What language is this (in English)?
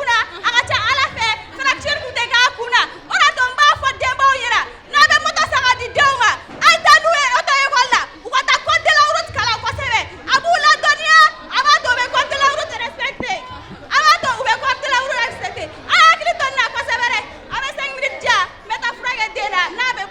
Bambara